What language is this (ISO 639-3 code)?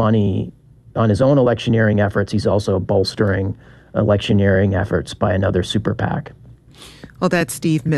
eng